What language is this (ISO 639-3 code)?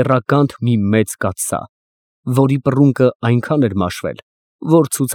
hye